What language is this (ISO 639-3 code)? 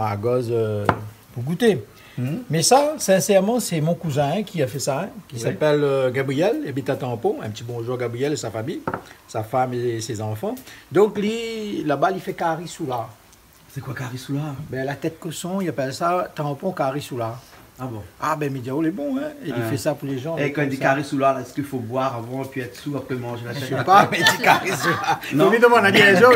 rcf